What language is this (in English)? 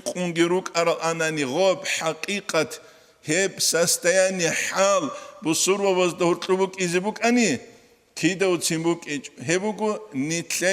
Avaric